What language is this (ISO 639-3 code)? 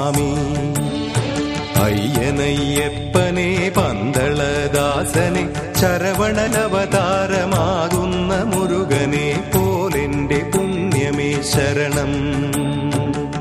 mal